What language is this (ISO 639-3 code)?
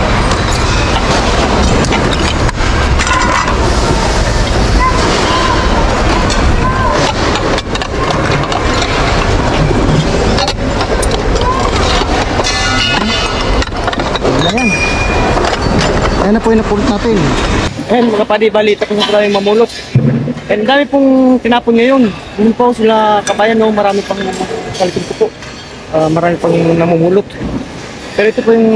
fil